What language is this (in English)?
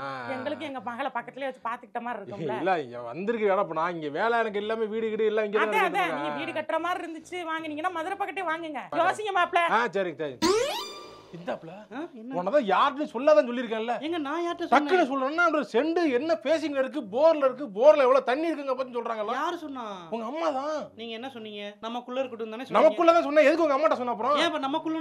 Tamil